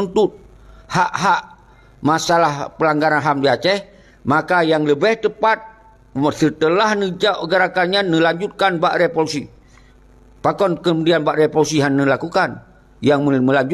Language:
Achinese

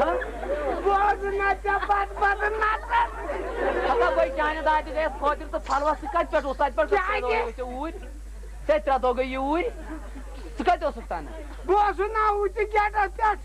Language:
Kashmiri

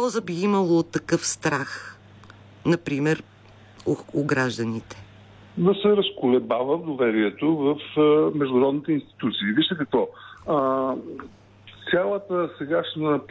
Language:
Bulgarian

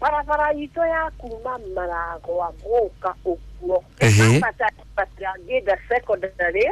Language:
Kikuyu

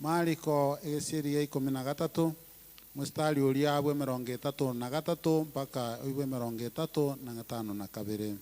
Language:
Gusii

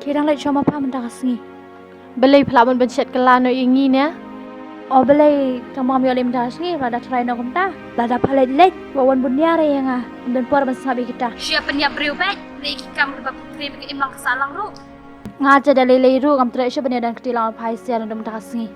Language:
Khasi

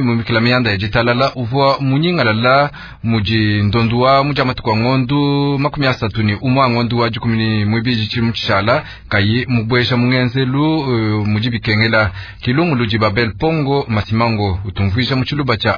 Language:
Luba-Lulua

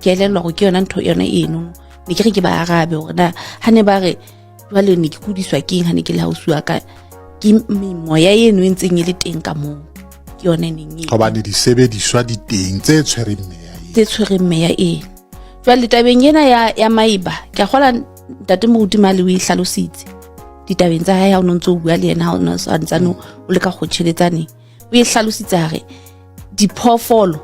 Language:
Southern Sotho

